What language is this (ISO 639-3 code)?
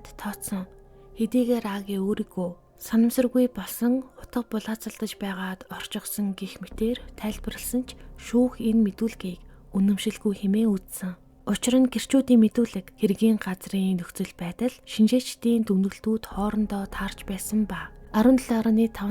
mon